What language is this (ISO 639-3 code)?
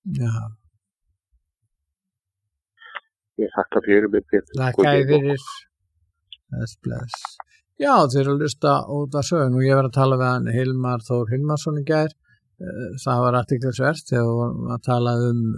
isl